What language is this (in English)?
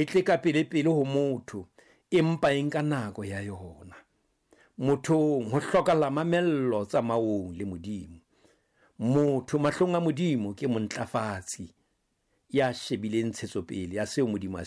Southern Sotho